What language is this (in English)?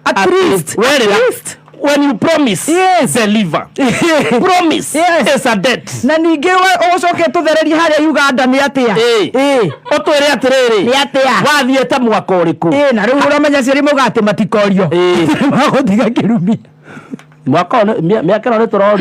Kikuyu